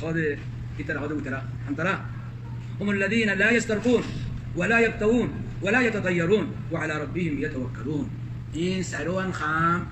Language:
Rohingya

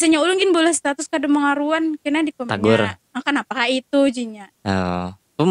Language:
Banjar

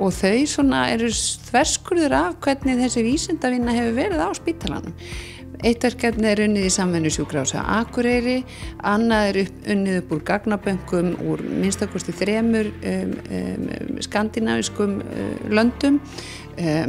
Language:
Icelandic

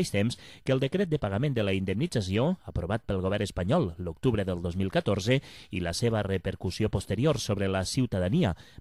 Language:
Catalan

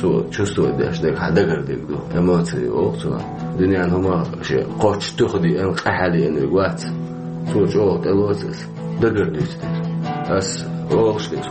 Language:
Chechen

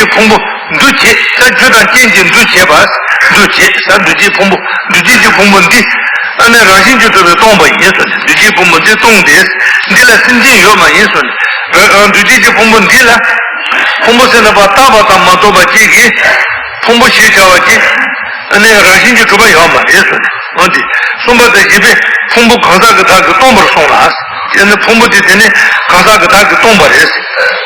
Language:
Tibetan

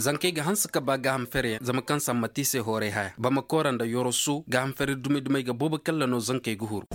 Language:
Zarma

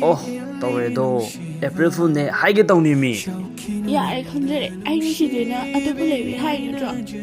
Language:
Manipuri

